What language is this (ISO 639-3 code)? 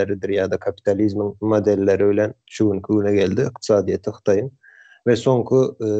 tuk